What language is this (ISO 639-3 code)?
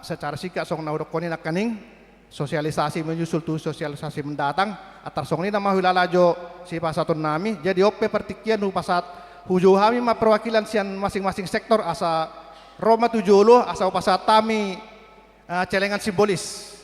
bbc